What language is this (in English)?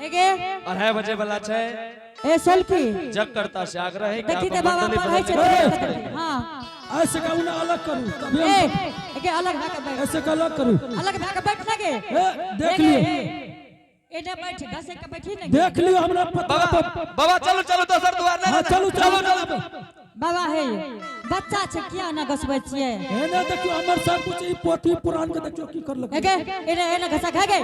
Angika